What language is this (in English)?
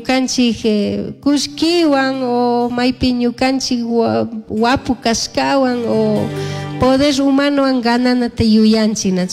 Chimborazo Highland Quichua